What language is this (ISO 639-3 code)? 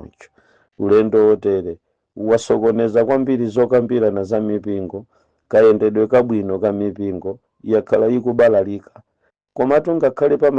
nya